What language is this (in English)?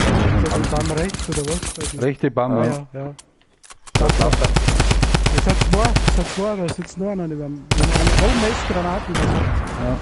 Bavarian